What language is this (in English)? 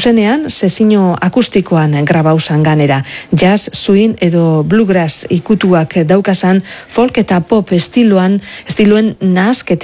Basque